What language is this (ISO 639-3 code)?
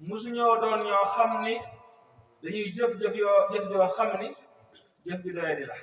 wol